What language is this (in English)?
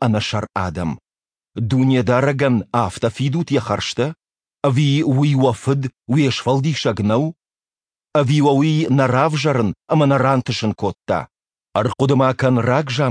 Ossetic